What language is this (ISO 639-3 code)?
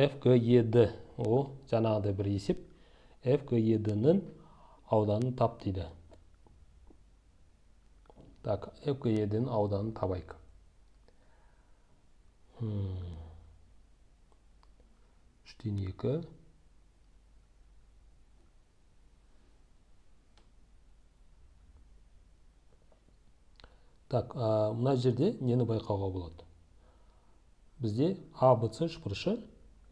kaz